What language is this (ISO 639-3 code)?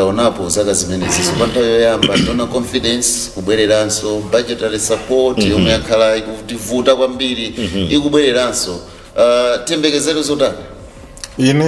nya